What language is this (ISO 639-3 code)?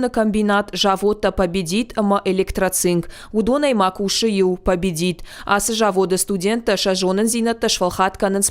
oss